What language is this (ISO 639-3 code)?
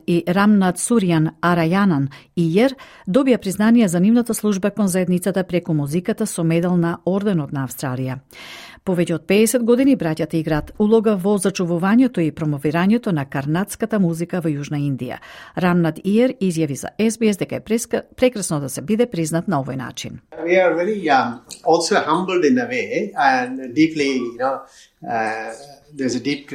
mkd